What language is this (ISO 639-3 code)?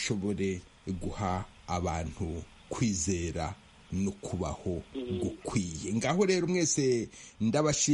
kin